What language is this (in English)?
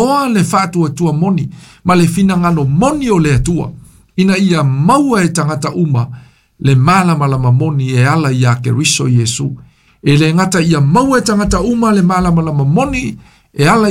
Samoan